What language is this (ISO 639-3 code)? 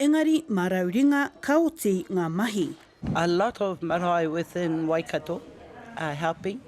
mri